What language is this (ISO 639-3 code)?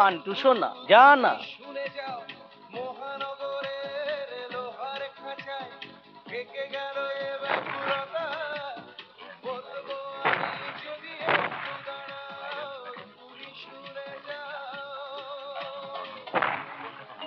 ben